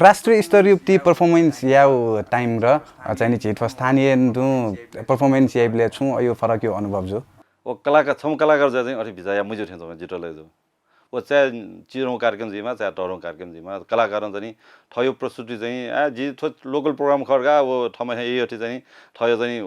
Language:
Newari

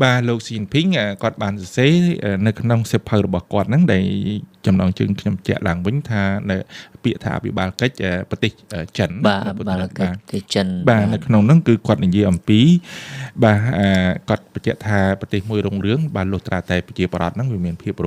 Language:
Khmer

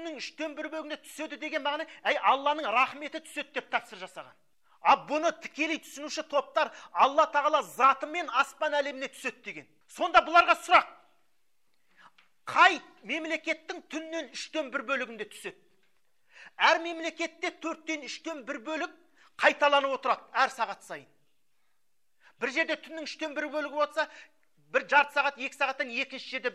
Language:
Kazakh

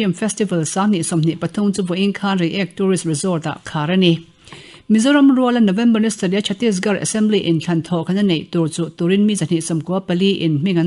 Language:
Mizo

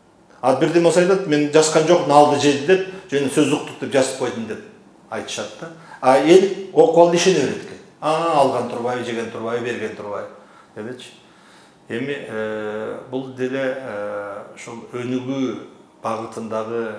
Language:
Kyrgyz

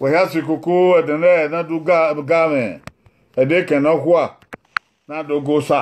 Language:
Bini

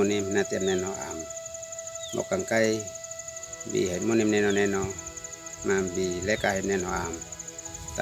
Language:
Uab Meto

